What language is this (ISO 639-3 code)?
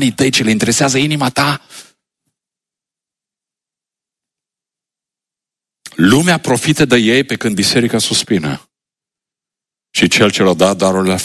ron